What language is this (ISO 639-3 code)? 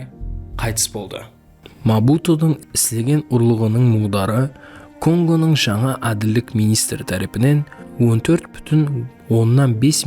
kaa